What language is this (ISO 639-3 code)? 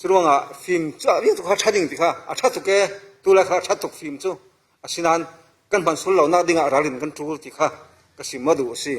cfm